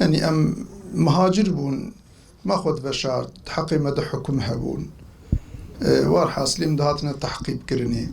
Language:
Kurdish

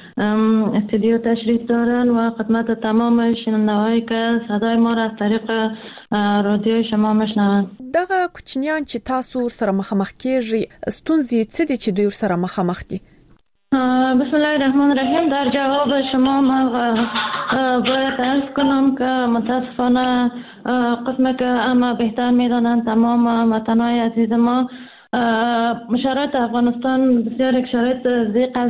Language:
Persian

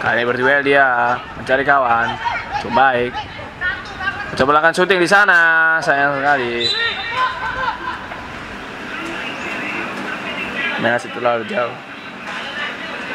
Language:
Indonesian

